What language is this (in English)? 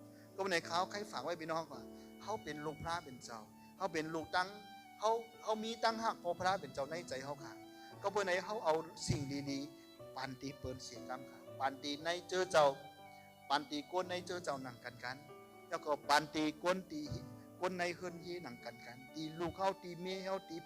Shan